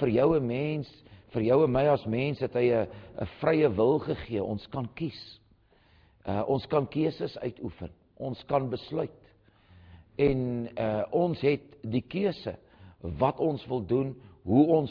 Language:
Afrikaans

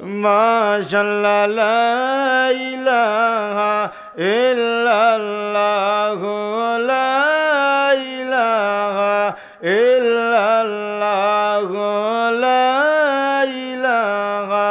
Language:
Sylheti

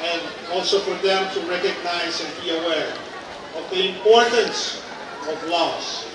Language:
Pohnpeian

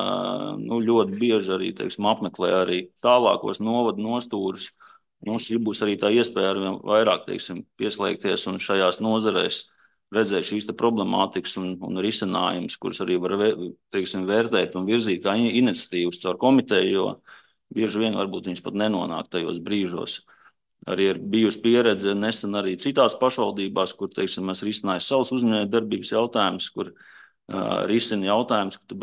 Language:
Latvian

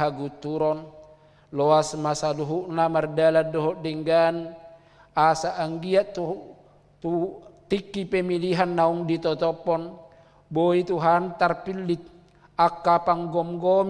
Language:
Batak Toba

